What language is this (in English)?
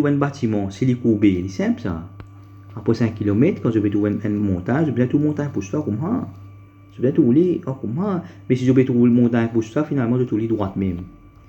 Morisyen